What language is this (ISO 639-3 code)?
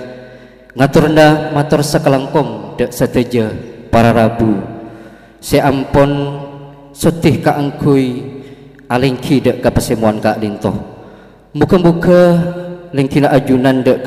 mad